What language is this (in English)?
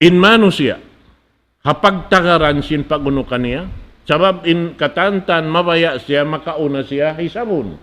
Tausug